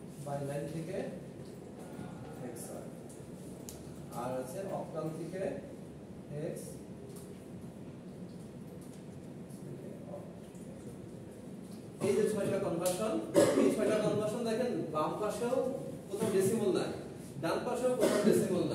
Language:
Bangla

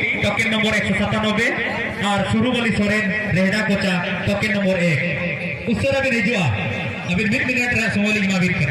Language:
Santali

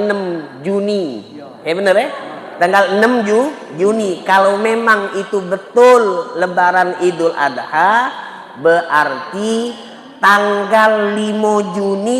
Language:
Musi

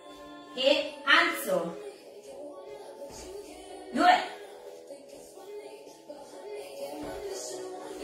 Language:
Italian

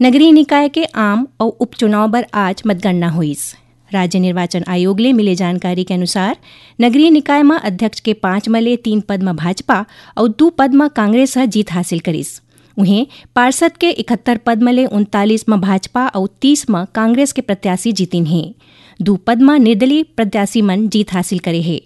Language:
Chhattisgarhi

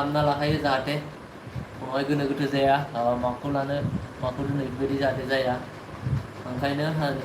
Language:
Bodo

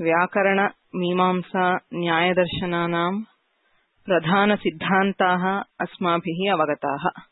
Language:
Sanskrit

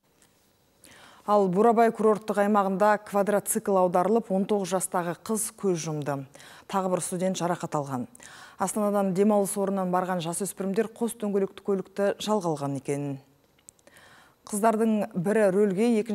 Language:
Kazakh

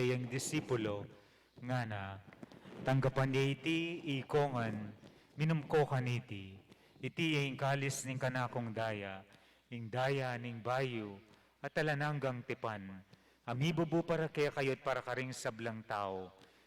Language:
Pampanga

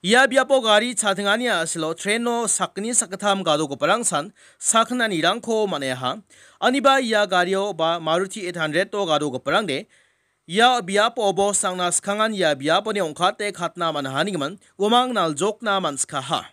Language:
Garo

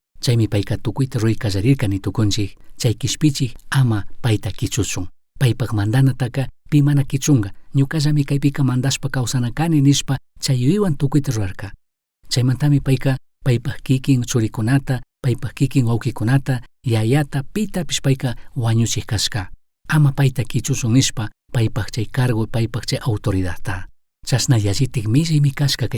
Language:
Chimborazo Highland Quichua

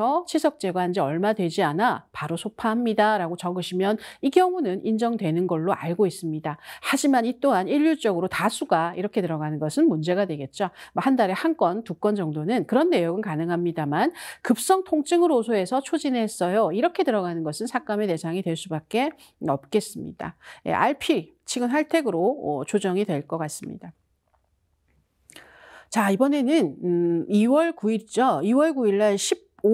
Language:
Korean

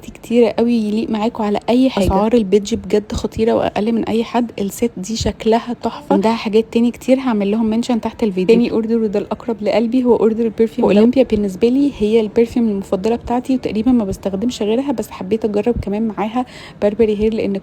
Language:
Egyptian Arabic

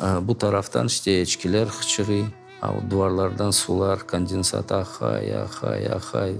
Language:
Crimean Tatar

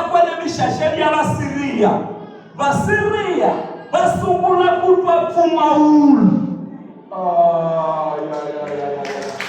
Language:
Tsonga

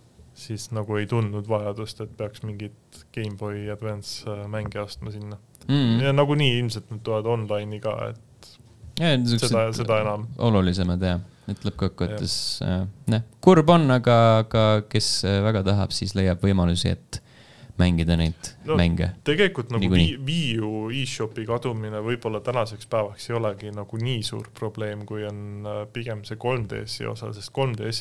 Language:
Estonian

